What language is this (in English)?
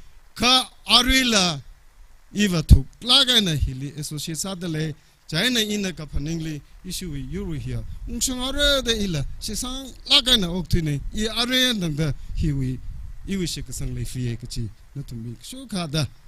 Tangkhul Naga (India)